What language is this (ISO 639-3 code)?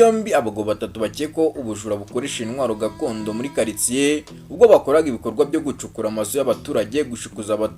kin